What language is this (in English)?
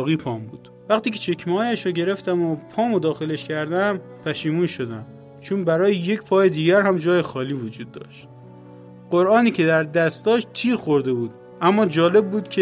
Persian